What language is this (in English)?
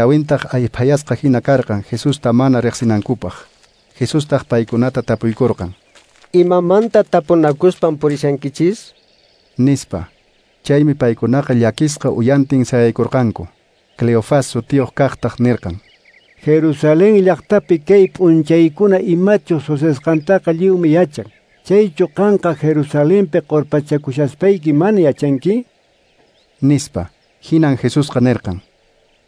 Quechua